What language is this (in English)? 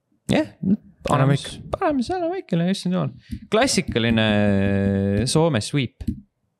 Estonian